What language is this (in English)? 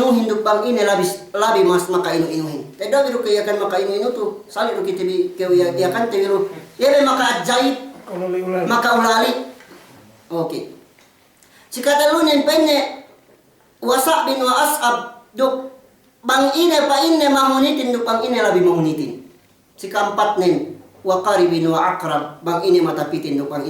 Yakan